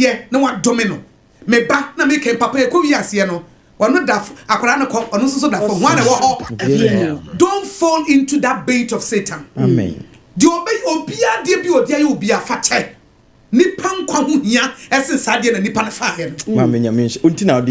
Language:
Akan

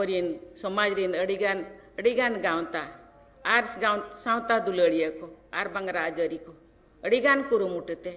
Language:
Santali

